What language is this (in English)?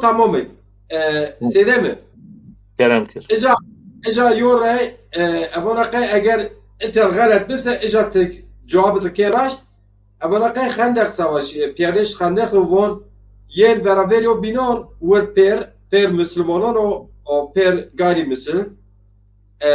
Zaza